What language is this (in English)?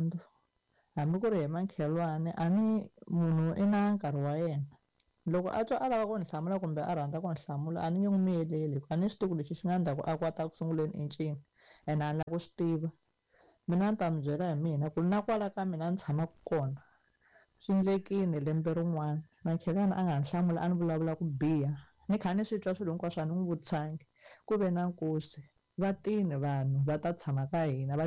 Tsonga